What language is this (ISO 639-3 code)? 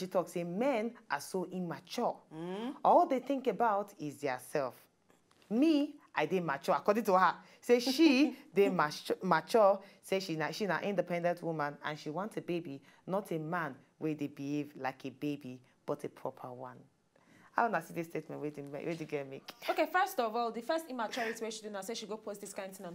pcm